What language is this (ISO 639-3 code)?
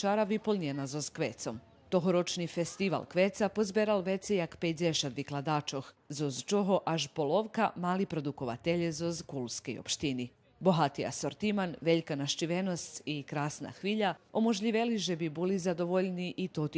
rue